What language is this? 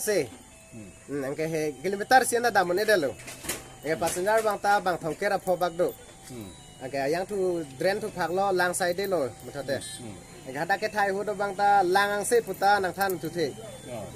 Karbi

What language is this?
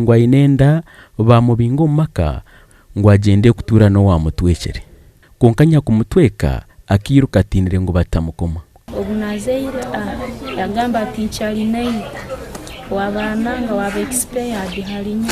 Nyankole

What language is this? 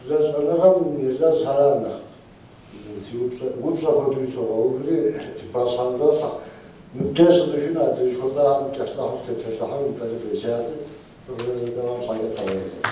Kabardian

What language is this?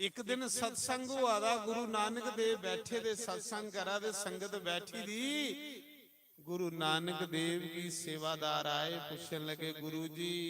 Dogri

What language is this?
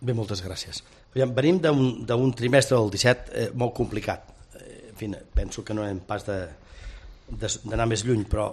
Catalan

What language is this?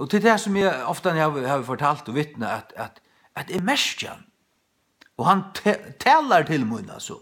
Faroese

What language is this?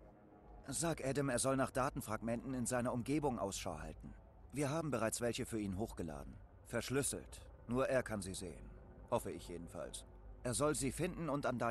German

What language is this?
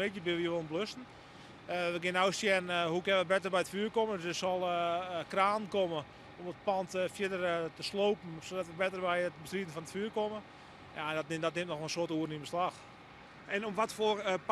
Western Frisian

